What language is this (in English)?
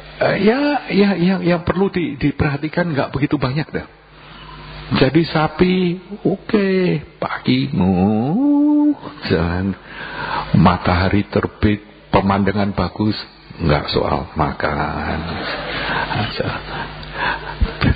Indonesian